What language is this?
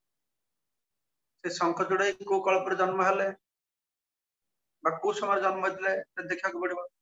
Odia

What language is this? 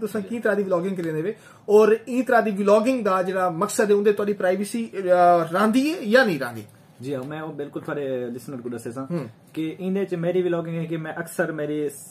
Saraiki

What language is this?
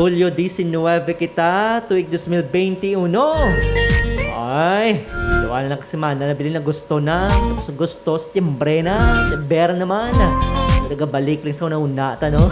Hiligaynon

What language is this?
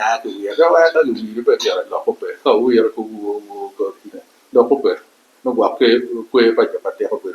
Acoli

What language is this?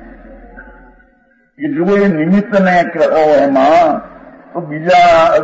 Gujarati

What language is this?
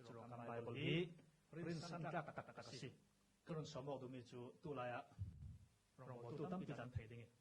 Falam Chin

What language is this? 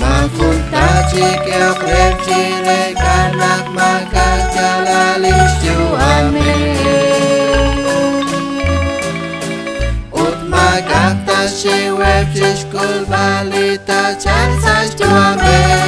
Kekchí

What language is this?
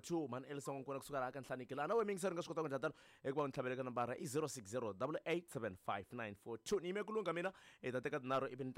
Tsonga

